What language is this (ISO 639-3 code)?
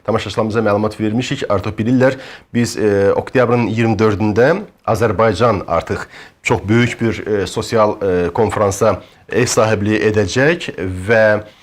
aze